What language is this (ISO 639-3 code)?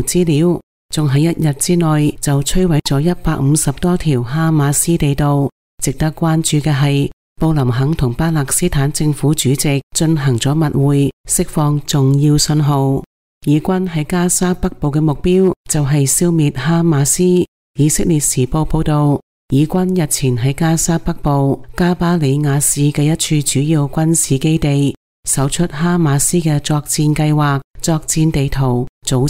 yue